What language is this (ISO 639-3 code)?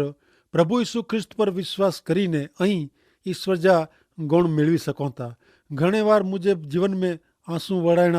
kfr